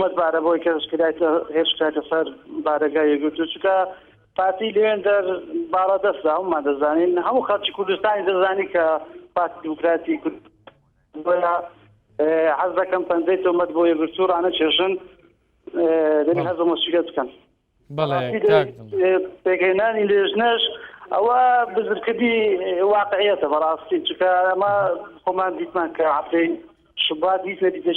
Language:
Central Kurdish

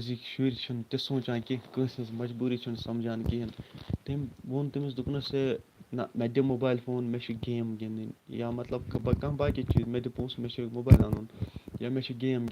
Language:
Kashmiri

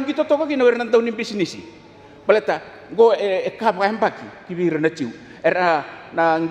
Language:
Fijian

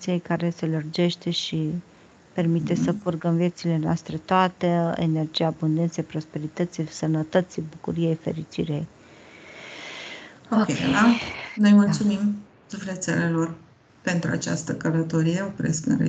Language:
Romanian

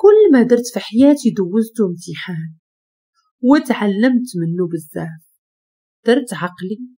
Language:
Moroccan Arabic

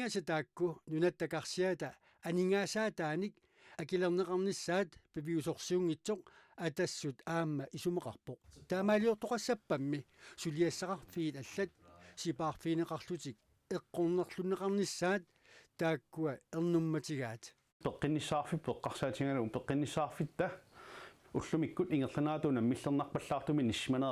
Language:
Kalaallisut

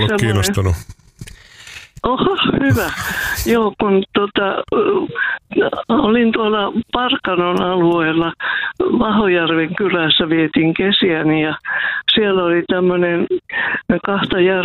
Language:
Finnish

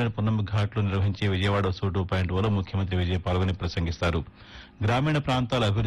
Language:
Telugu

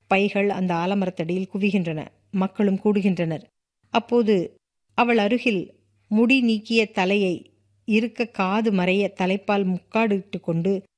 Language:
Tamil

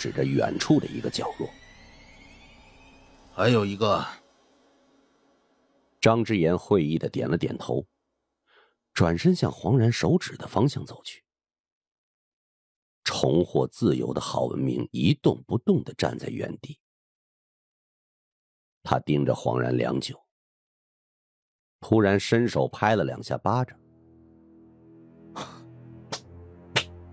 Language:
Chinese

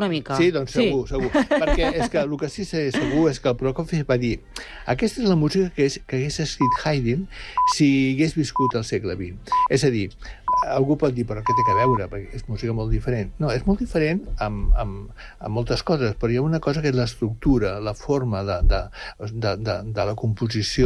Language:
Catalan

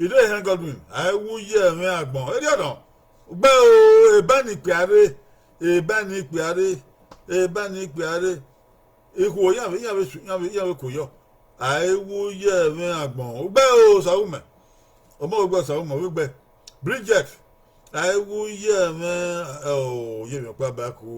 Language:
Bini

